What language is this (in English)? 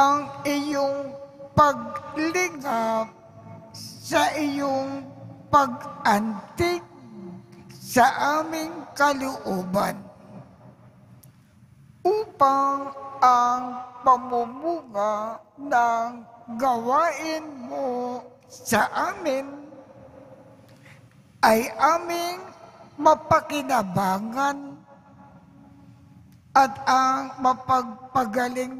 Filipino